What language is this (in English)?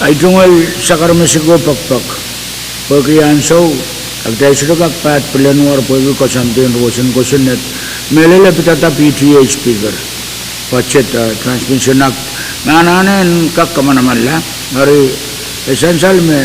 Pohnpeian